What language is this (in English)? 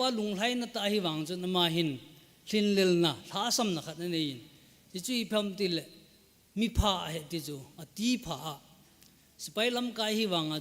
Thado Chin